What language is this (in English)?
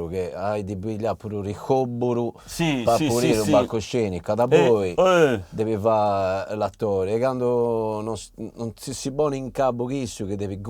Sardinian